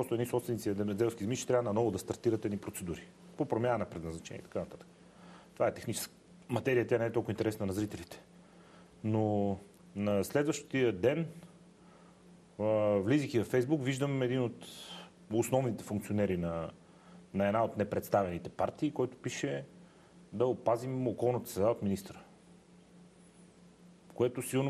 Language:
Bulgarian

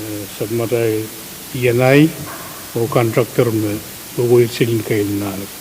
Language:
Pohnpeian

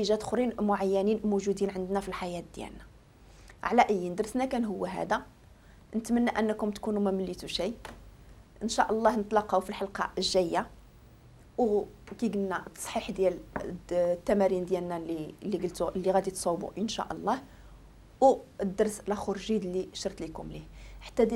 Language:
Moroccan Arabic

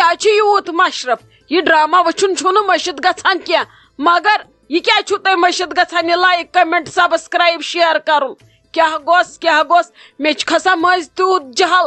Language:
Kashmiri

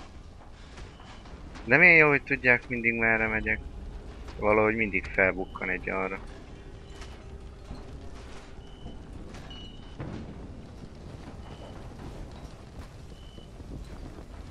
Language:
Hungarian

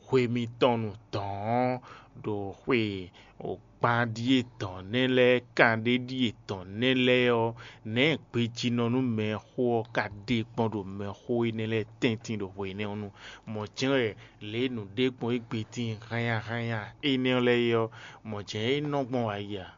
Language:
Fon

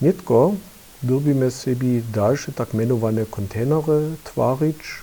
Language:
Upper Sorbian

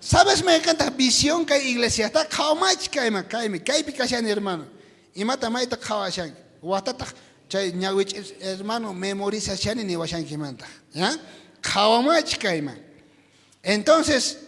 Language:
South Bolivian Quechua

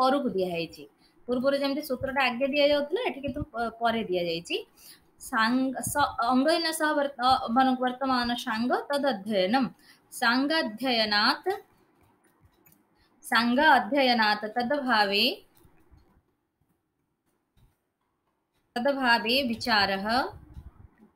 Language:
Odia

